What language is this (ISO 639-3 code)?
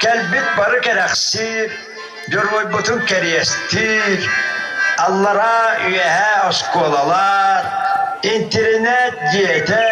sah